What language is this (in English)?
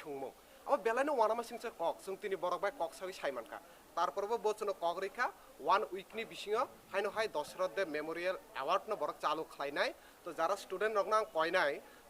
Riang (India)